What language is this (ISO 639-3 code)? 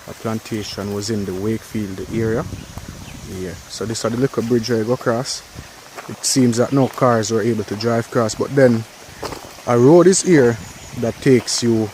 jam